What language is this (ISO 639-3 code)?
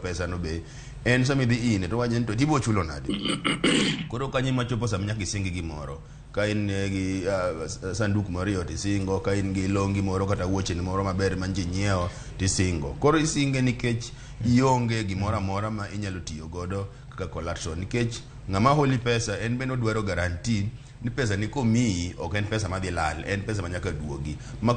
luo